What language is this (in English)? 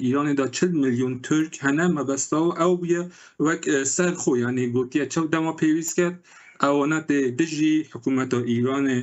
Kurdish